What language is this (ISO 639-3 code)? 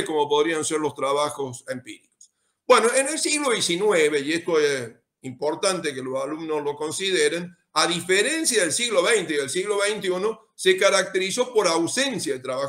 spa